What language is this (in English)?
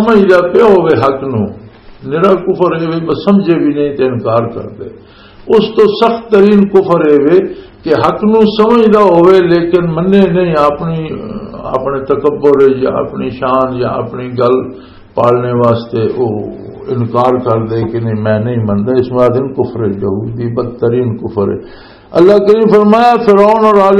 Western Panjabi